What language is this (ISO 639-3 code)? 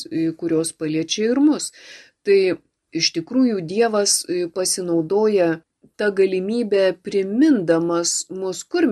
lit